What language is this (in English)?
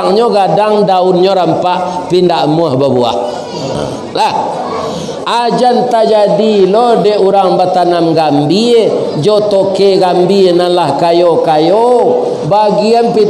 Minangkabau